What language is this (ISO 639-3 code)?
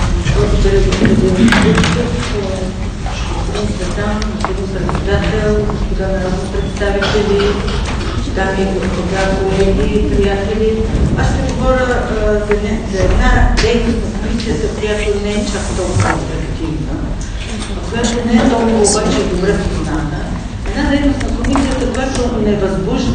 bul